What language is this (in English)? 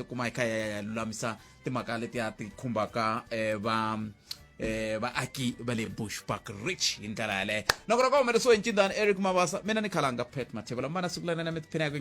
Tsonga